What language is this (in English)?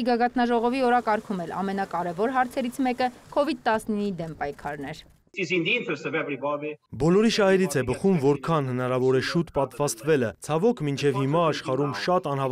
Armenian